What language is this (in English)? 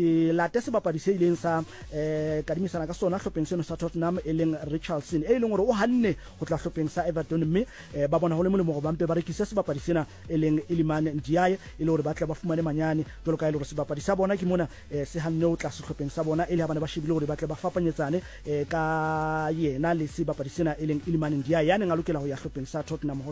Southern Sotho